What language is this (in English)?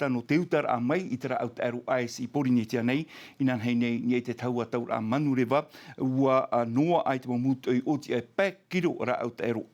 Tahitian